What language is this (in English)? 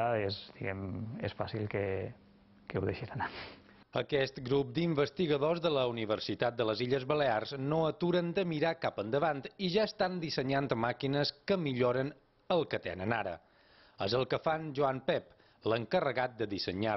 Catalan